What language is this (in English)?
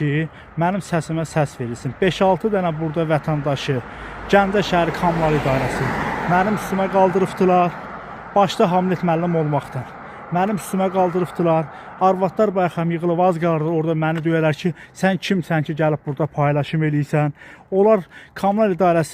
Azerbaijani